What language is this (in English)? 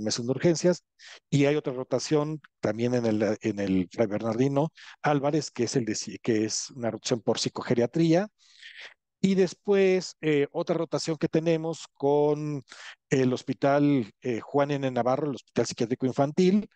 Spanish